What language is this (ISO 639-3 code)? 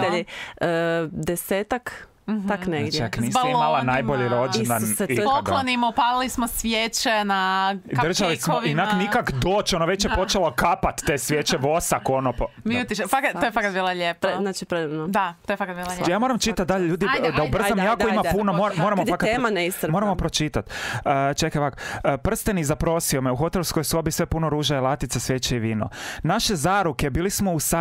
hrv